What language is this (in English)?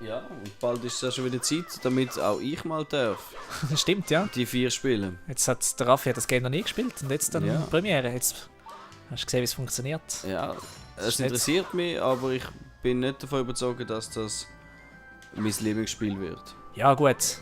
Swiss German